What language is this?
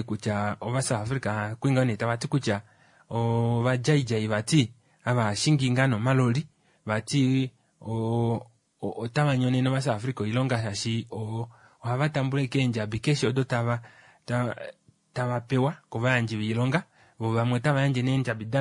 Kuanyama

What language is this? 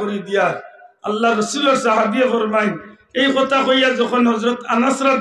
Sylheti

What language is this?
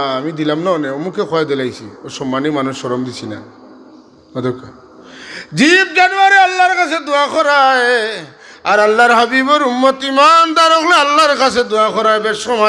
Sylheti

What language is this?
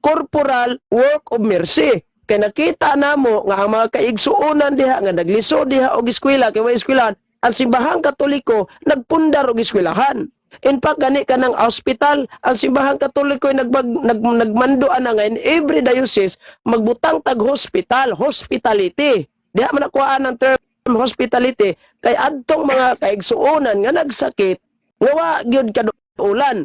Cebuano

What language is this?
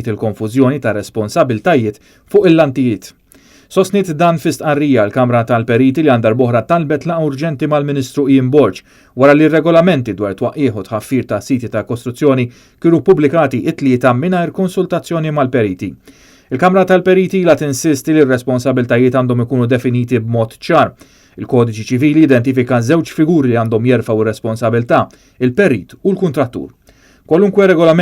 Maltese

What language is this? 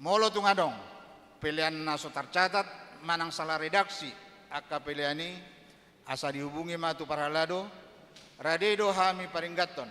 Batak Toba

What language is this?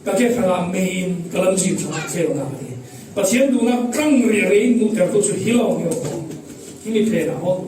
Falam Chin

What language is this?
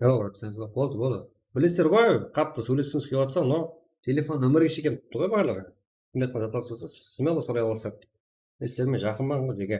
Kara-Kalpak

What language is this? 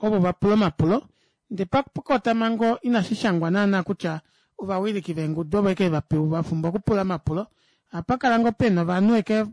Kuanyama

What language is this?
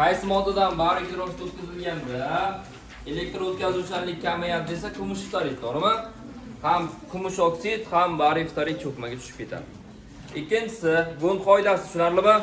Uzbek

